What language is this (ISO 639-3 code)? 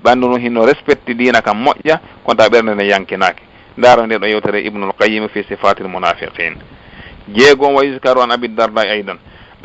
ful